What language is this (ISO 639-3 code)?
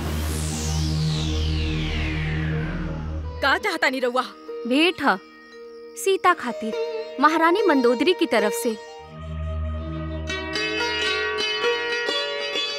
bho